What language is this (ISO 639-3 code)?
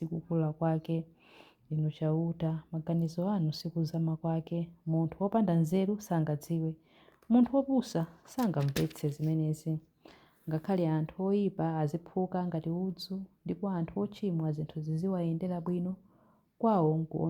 nya